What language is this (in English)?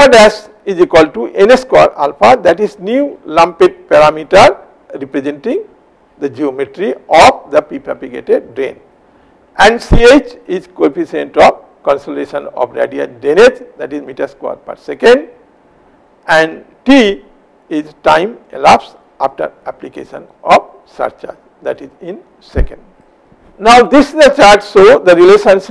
English